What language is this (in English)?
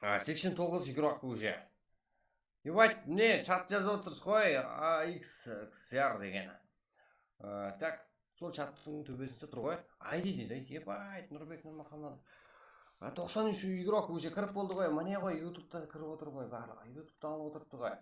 Kara-Kalpak